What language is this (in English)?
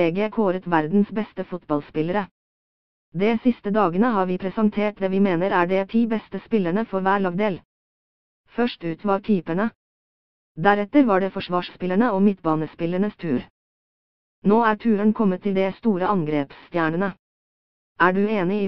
Norwegian